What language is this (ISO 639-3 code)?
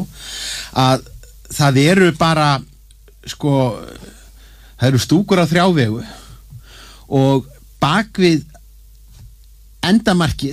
isl